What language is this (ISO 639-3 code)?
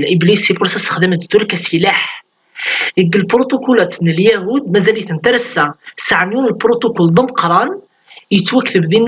kab